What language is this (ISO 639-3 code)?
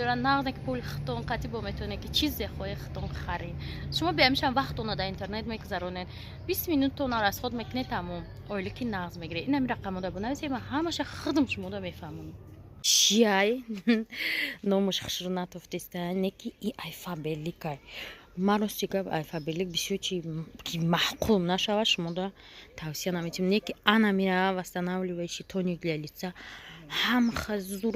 tgk